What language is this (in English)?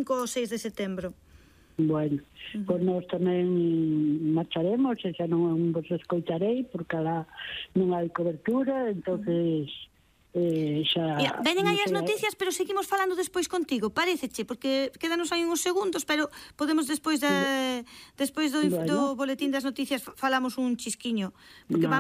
Galician